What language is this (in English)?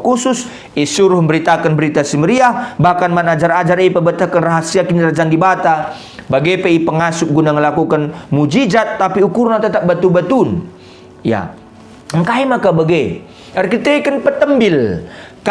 Batak Karo